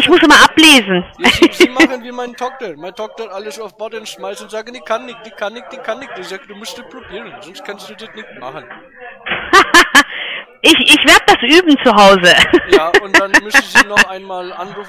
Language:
German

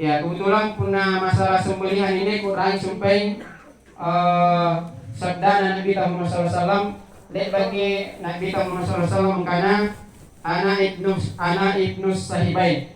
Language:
Makasar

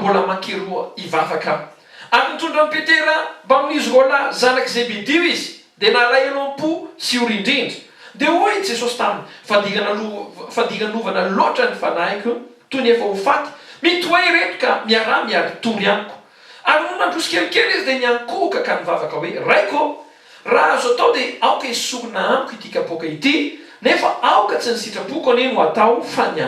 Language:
Malagasy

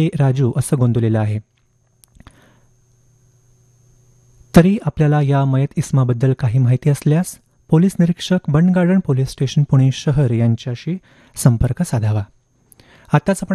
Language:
Marathi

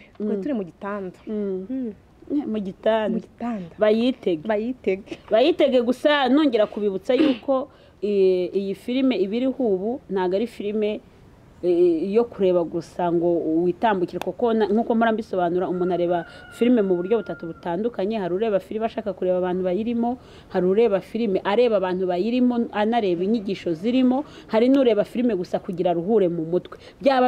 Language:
Kinyarwanda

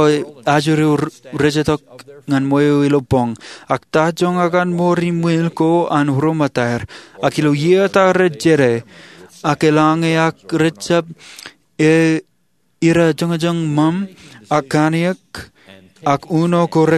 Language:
Marshallese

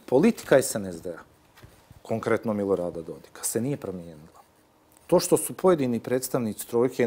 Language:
Bosnian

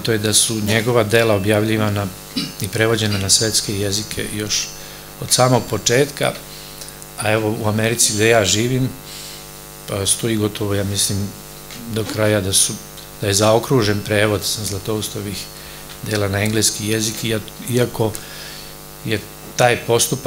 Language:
Serbian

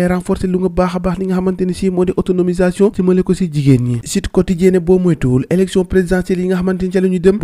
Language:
Wolof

